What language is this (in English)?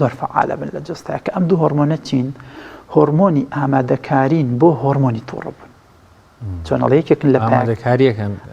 Central Kurdish